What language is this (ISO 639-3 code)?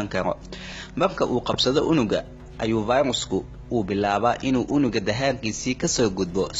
som